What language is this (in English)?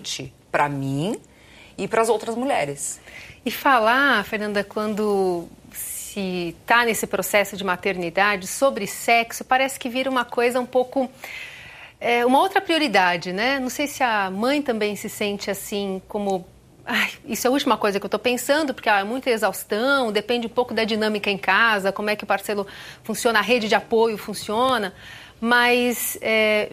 Portuguese